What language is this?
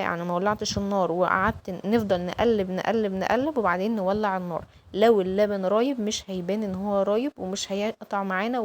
Egyptian Arabic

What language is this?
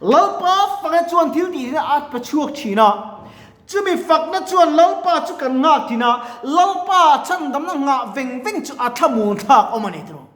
Mizo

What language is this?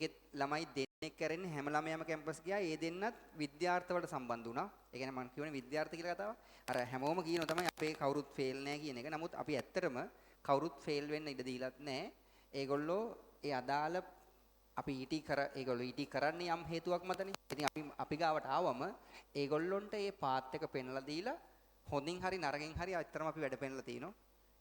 Sinhala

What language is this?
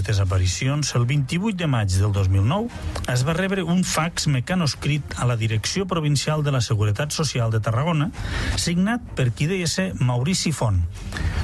Catalan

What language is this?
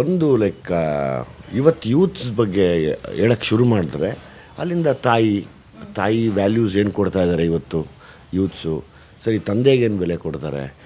Kannada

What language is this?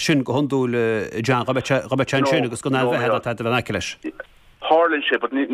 Irish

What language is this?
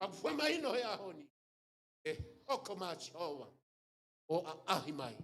Tongan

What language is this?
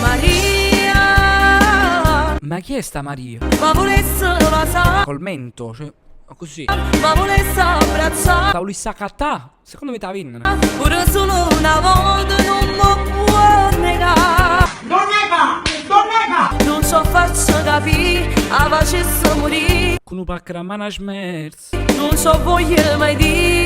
Neapolitan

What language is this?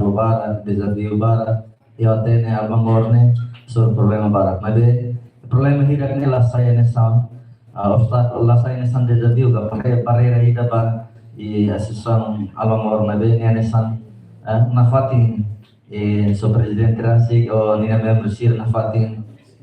Tetum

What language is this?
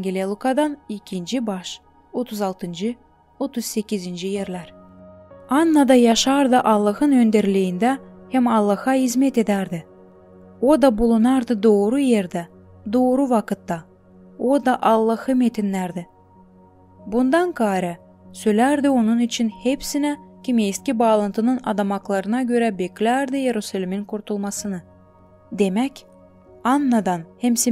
Gagauz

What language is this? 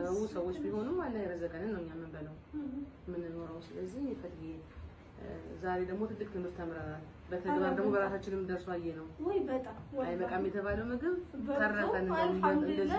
Amharic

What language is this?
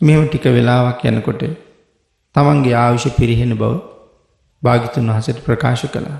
Sinhala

